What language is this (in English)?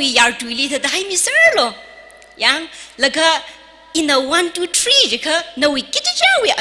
Tangkhul Naga (India)